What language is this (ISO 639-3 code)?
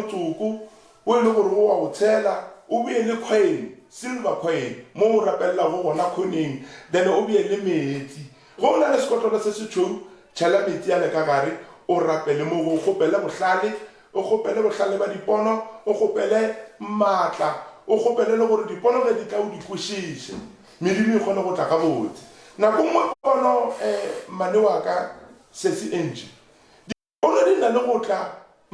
nso